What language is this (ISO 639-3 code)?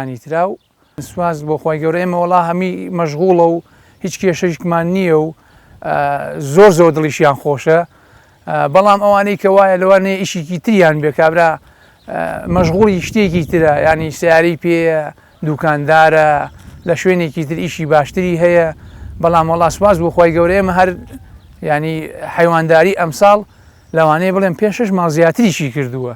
ckb